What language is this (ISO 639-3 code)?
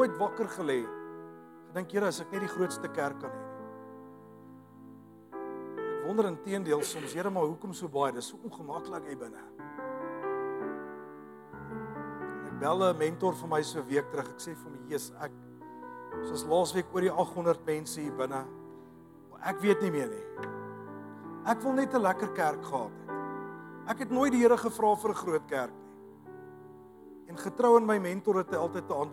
afr